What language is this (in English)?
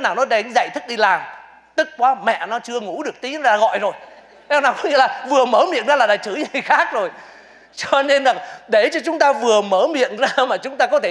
Vietnamese